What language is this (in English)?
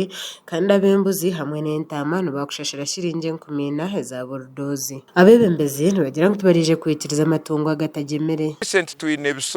Nyankole